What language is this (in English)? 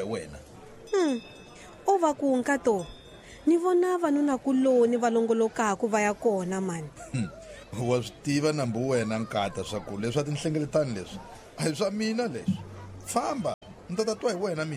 Tsonga